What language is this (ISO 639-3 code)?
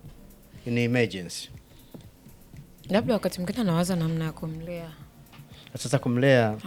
swa